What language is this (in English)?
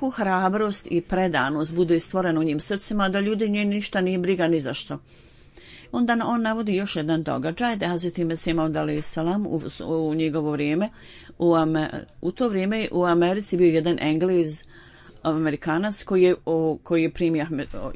Bosnian